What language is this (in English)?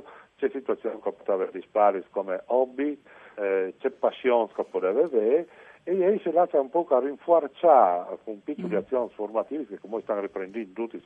Friulian